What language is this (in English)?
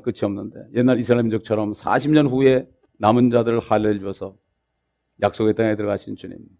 Korean